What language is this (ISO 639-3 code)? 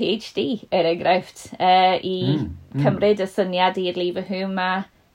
cym